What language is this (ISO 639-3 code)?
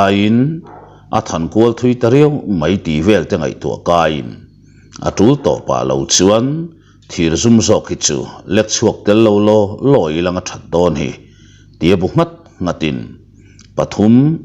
lus